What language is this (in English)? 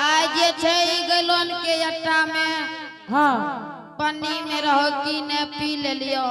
Angika